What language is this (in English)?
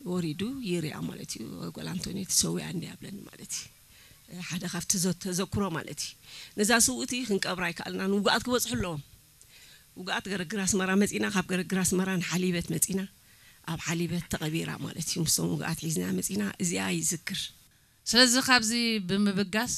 Tigrinya